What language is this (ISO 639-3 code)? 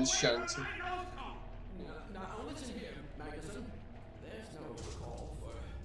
dan